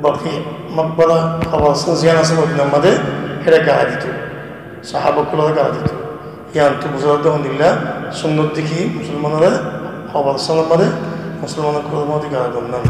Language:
Rohingya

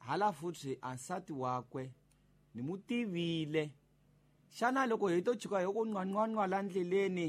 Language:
Tsonga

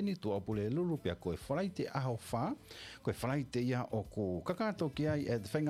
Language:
Tongan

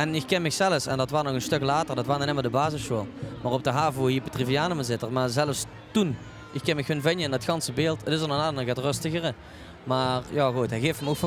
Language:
Limburgish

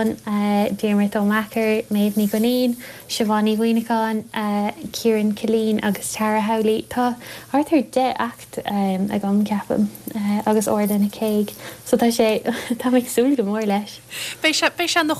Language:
Irish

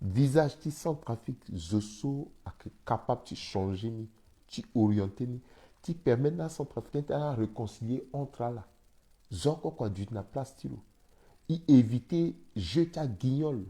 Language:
Sango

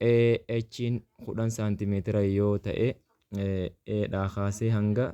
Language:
Oromo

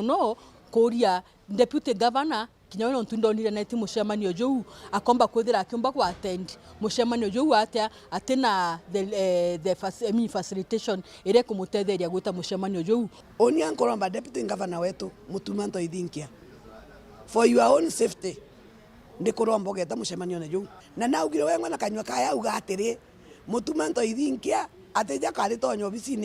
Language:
Meru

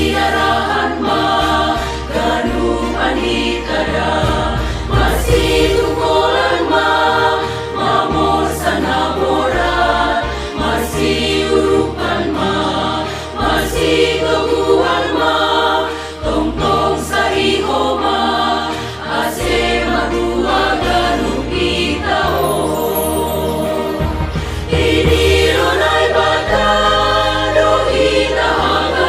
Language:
Batak Simalungun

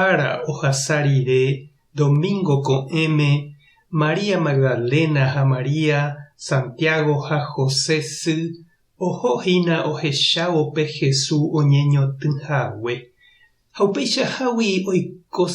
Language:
Guarani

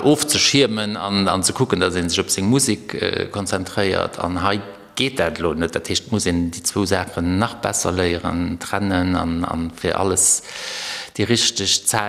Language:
Luxembourgish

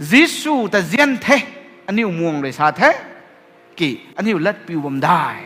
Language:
Rongmei Naga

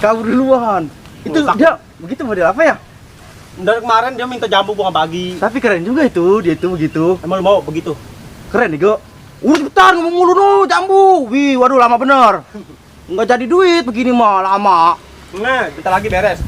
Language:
Betawi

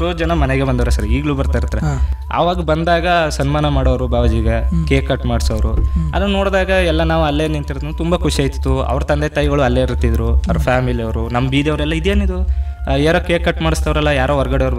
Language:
Kannada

